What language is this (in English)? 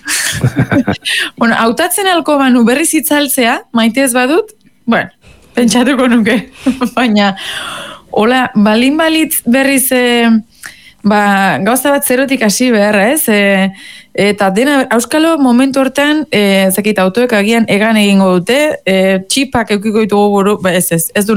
Basque